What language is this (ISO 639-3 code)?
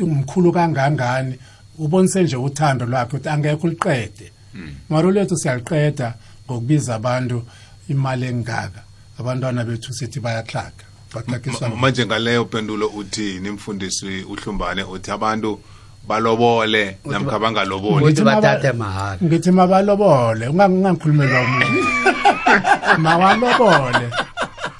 nbl